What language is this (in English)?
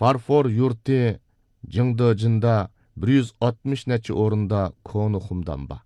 Uyghur